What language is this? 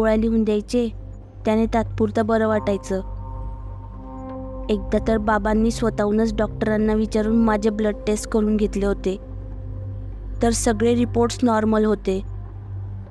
Marathi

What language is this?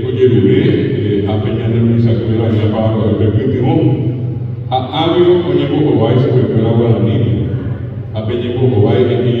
Guarani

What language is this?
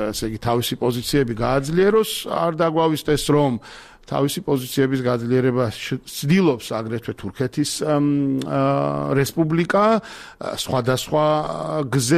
Georgian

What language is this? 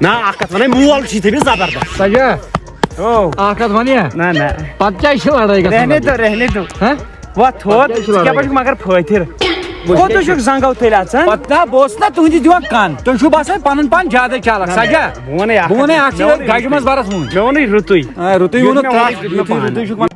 Kashmiri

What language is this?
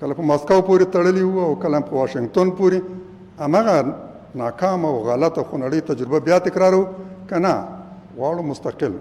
Pashto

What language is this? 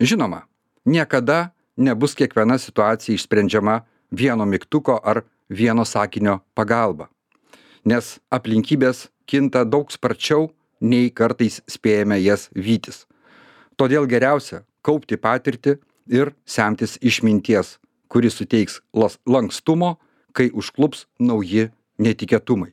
Lithuanian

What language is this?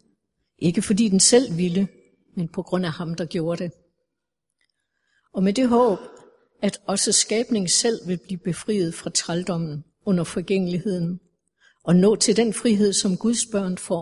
Danish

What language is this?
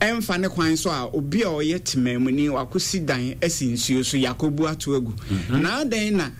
Akan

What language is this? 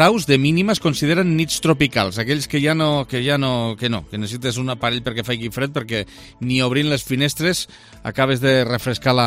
Catalan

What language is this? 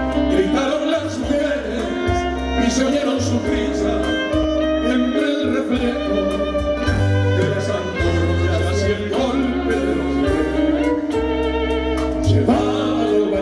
Spanish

